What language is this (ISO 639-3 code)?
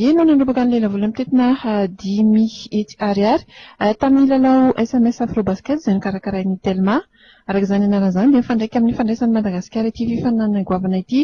mlg